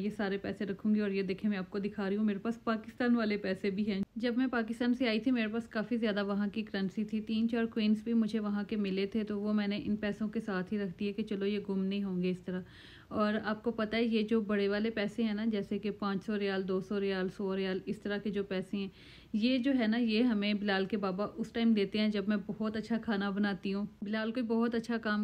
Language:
Hindi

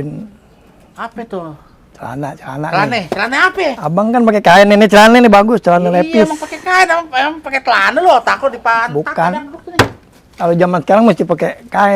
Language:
Betawi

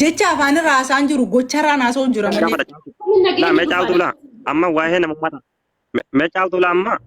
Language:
Oromo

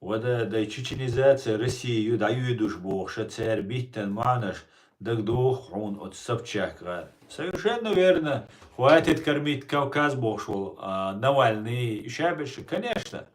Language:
Chechen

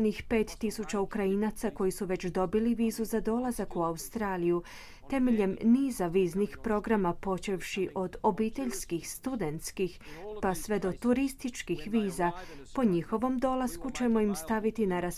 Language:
Croatian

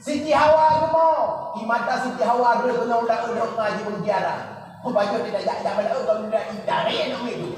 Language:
Achinese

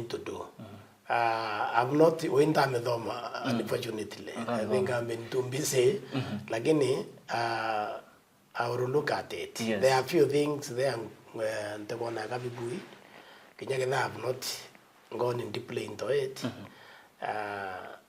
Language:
Meru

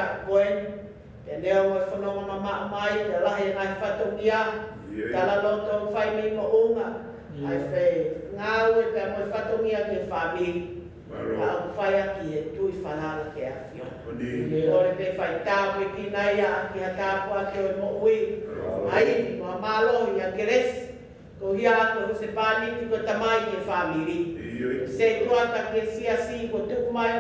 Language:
Tongan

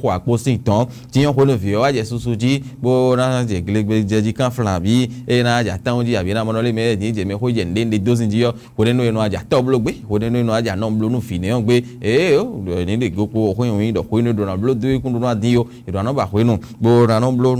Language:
Fon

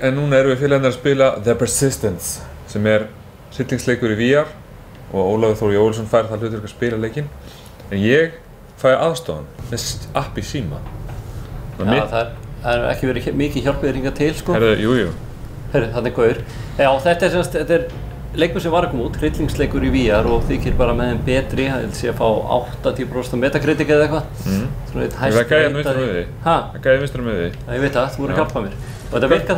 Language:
Icelandic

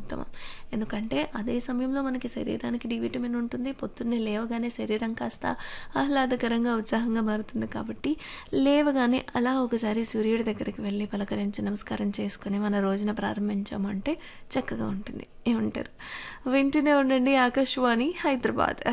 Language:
Telugu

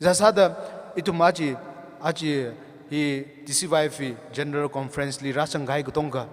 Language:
Tangkhul Naga (India)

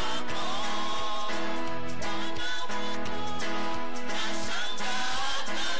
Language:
Swahili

